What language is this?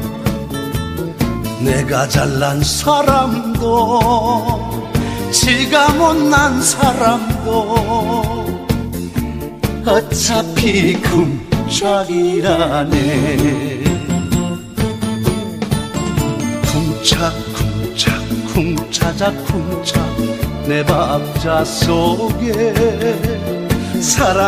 Korean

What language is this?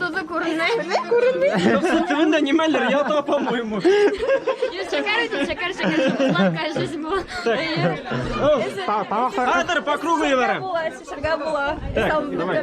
Bashkir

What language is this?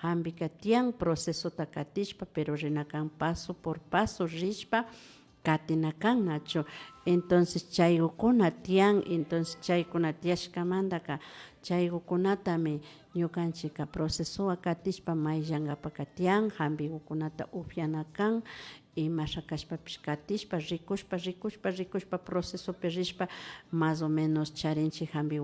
Imbabura Highland Quichua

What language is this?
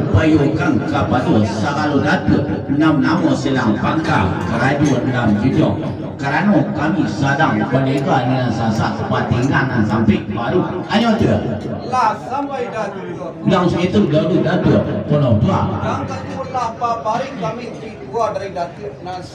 Minangkabau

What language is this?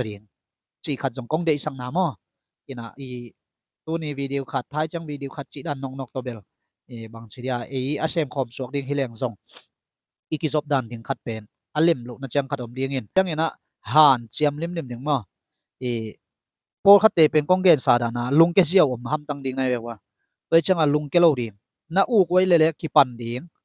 Tedim Chin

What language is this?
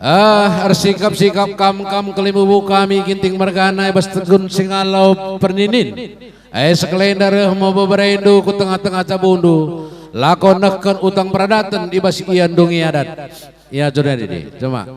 Batak Karo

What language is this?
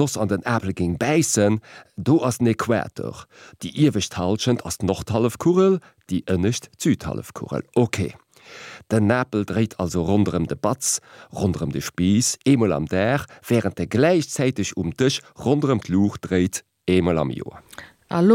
Luxembourgish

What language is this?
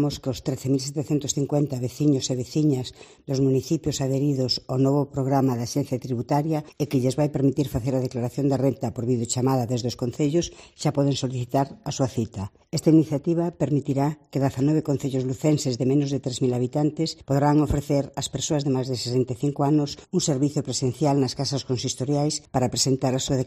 Galician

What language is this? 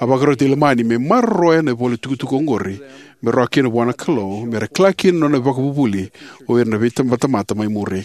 Fijian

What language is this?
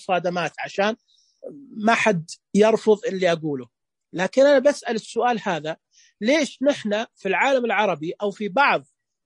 Najdi Arabic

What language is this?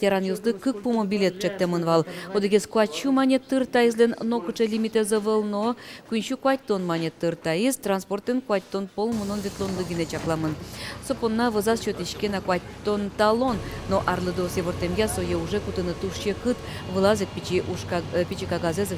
Udmurt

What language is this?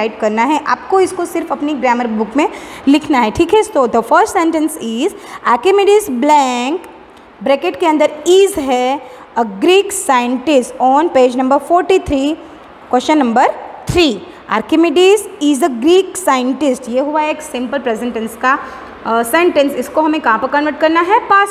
Hindi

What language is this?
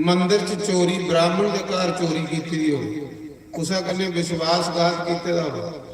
Dogri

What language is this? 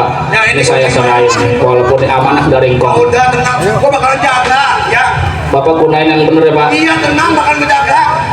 Betawi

